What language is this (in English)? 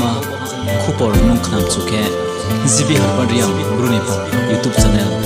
Riang (India)